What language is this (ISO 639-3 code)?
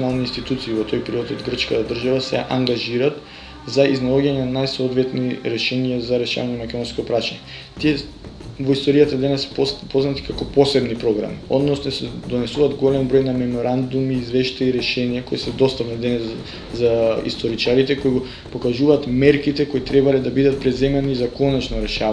mkd